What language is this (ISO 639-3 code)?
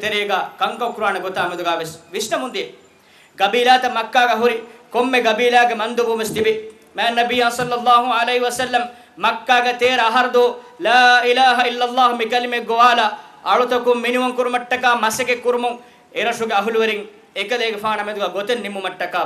div